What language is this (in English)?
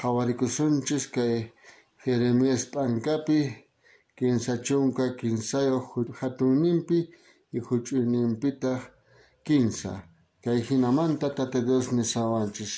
South Bolivian Quechua